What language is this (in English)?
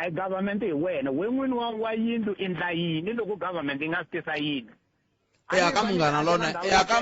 Tsonga